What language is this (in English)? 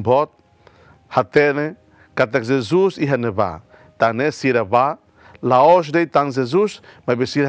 Tetum